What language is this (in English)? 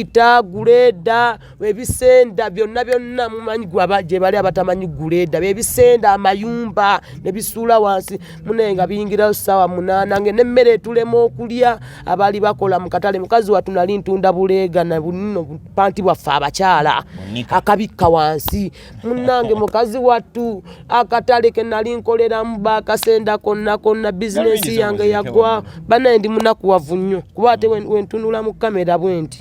Ganda